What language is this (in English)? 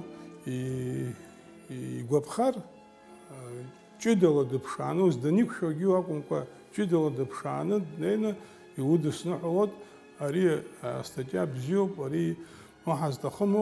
Abkhazian